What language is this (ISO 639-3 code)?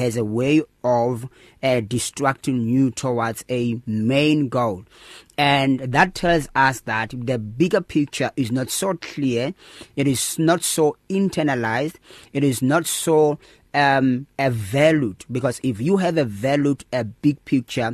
eng